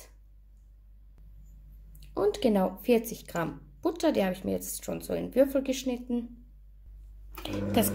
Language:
German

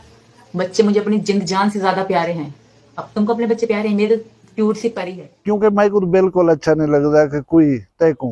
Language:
Saraiki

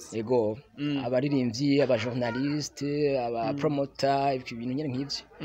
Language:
Rundi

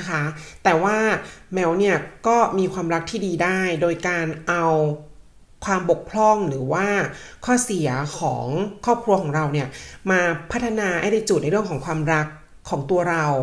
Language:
Thai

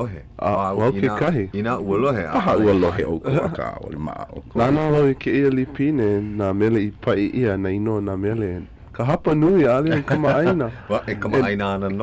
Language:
Hawaiian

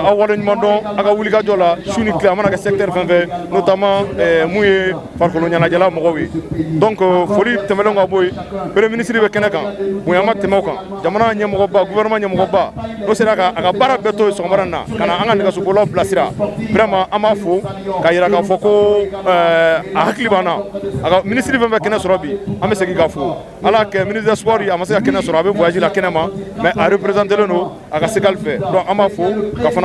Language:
Bambara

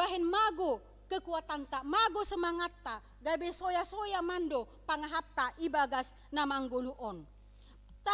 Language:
Batak Simalungun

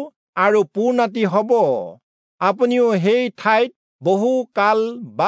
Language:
Assamese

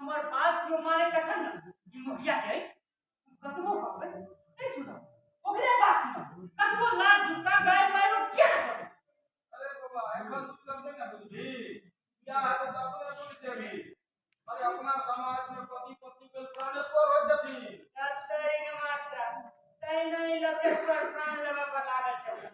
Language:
Maithili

